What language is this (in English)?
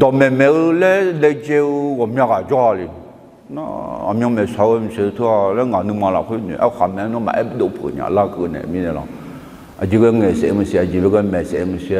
Akha